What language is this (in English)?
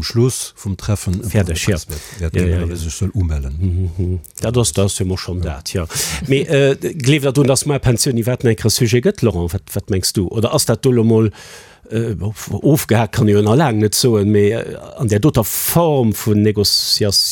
Luxembourgish